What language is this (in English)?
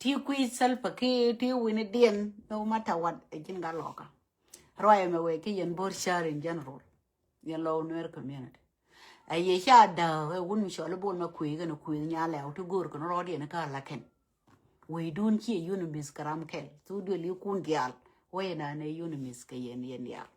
Nuer